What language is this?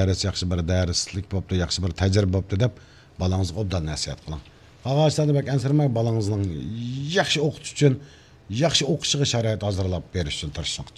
Uyghur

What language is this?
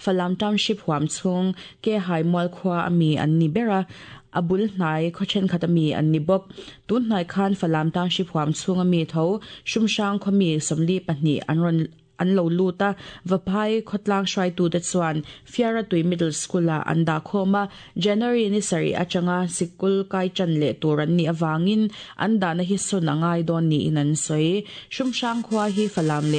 Mizo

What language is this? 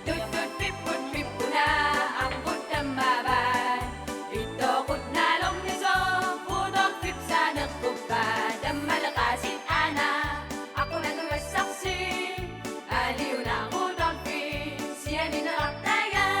Kalaallisut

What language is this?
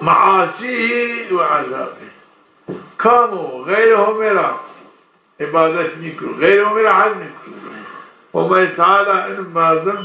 Zaza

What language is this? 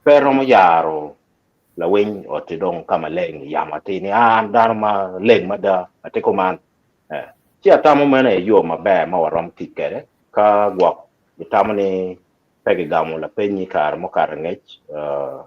Acoli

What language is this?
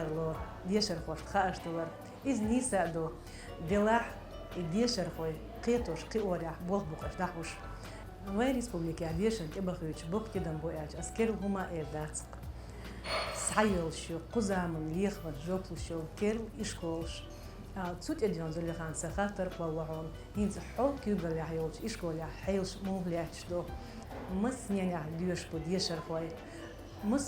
Chechen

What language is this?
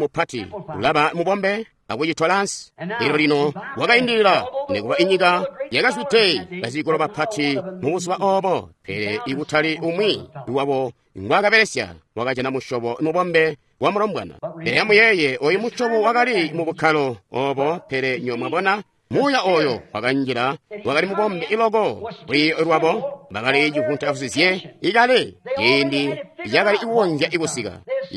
Tonga (Zambia)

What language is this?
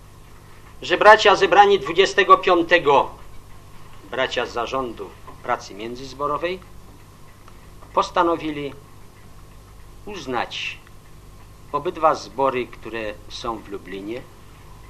Polish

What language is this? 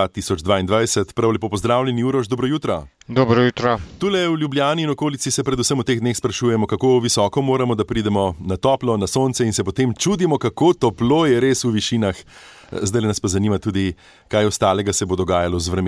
Slovenian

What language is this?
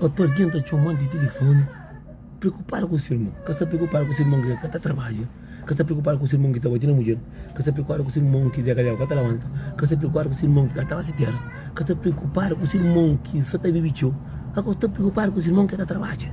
Kabuverdianu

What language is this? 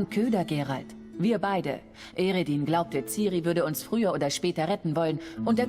Swiss German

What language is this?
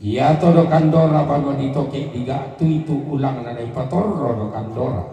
Toraja-Sa'dan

